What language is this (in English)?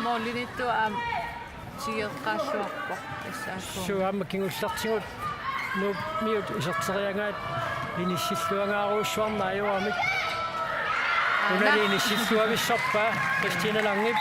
Kalaallisut